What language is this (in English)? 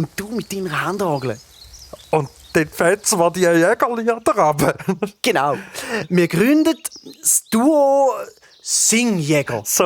Swiss German